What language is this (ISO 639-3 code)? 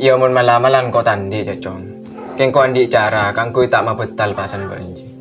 mad